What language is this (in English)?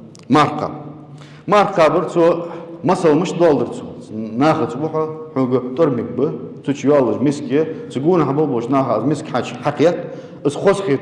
Ingush